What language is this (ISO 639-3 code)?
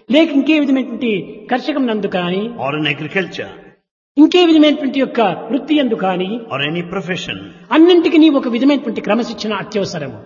tel